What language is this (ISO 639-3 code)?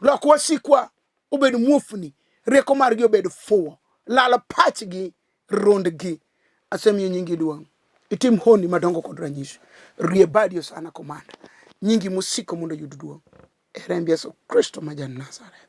luo